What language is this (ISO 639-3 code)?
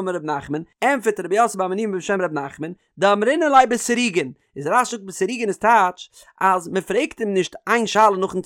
yid